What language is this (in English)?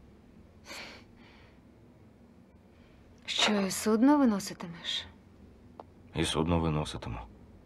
Ukrainian